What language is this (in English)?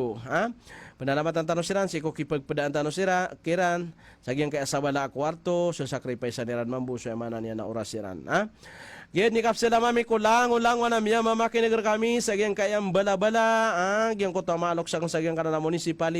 Maranao